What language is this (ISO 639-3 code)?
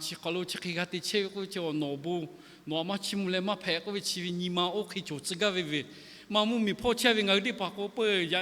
lhu